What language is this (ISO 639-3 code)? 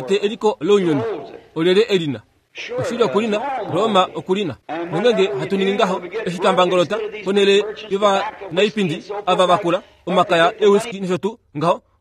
kua